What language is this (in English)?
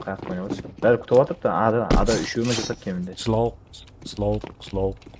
Kara-Kalpak